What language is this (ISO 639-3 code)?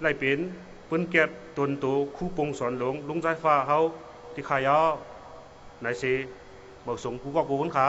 shn